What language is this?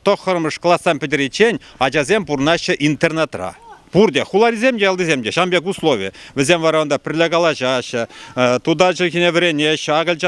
Chuvash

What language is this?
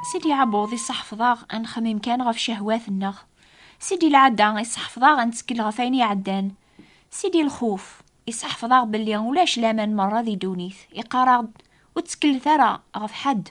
Kabyle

